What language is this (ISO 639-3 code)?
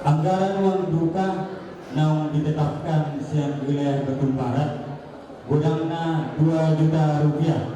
bbc